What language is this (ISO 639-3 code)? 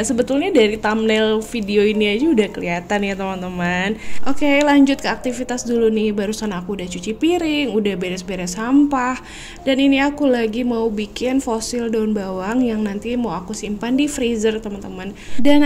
ind